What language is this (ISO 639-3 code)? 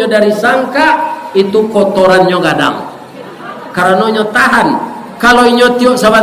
min